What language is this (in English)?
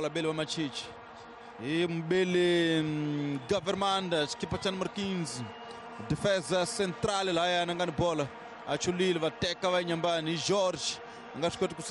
Tsonga